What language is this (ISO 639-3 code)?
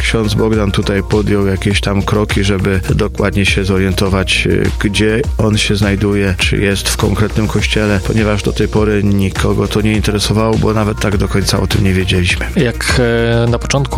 pol